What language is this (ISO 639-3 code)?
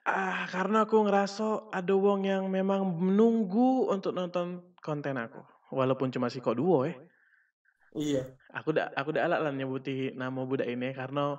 mui